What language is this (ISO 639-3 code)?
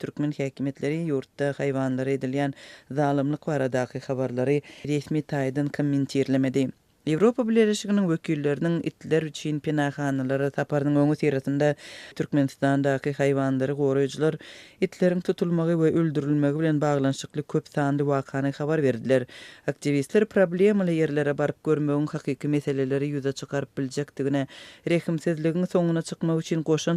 tuk